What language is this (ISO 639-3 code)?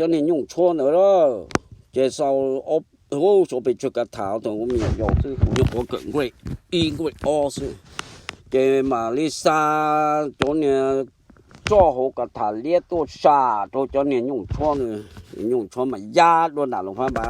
hmn